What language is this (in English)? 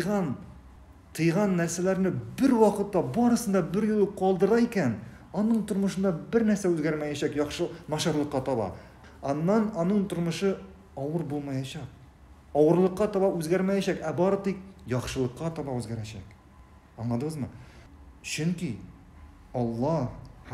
Tatar